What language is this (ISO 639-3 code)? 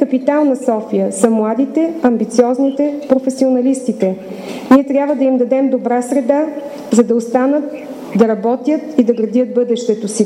bul